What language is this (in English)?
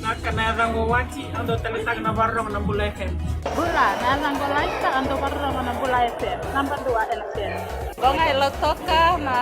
Fijian